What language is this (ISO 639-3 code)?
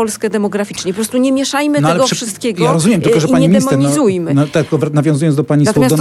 pol